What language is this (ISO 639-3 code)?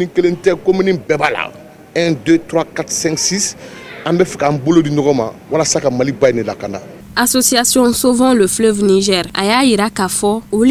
bam